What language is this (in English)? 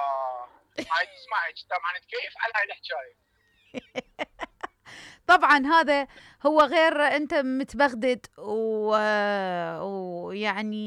Mesopotamian Arabic